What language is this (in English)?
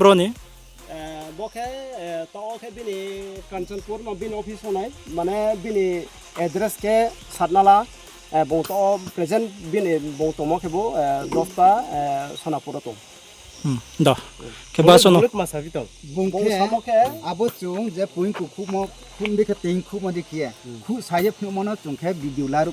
Riang (India)